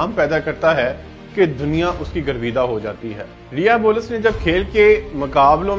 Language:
Urdu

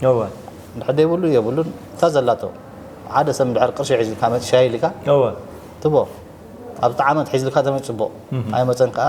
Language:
Tigrinya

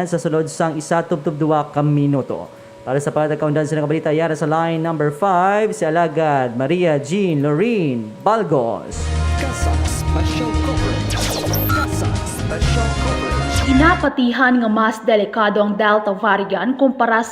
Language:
Hiligaynon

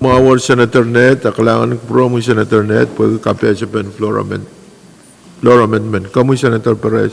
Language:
Pohnpeian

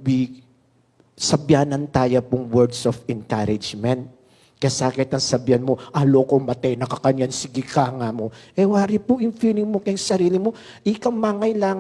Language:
Pampanga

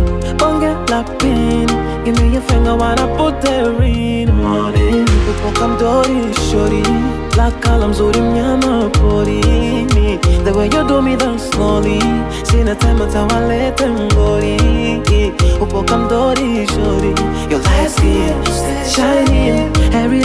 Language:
Swahili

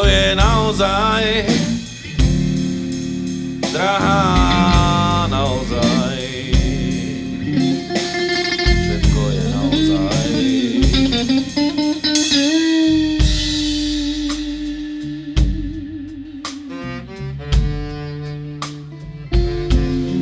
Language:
Slovak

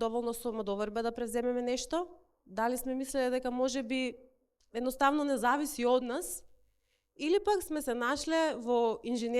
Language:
Macedonian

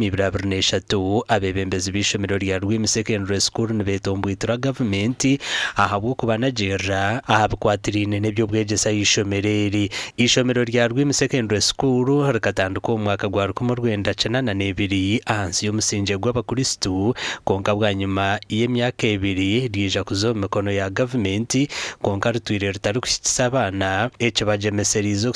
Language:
Nyankole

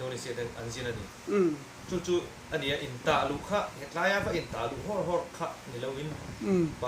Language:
Mizo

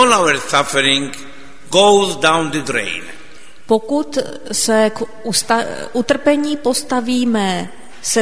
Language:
Czech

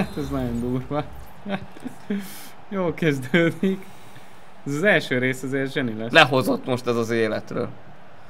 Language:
Hungarian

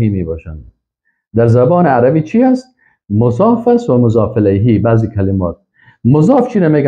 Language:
Persian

